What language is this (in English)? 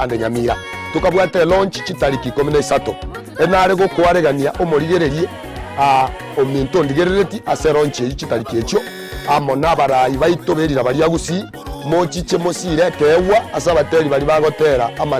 Gusii